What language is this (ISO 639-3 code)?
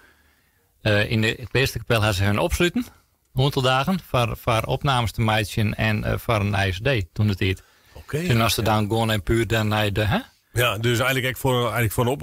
fry